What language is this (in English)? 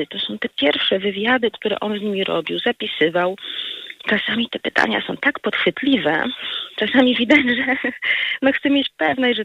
Polish